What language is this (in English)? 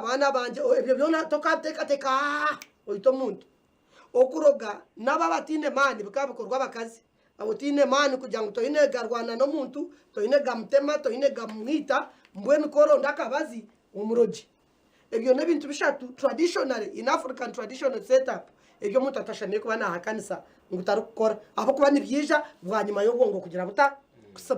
Nyankole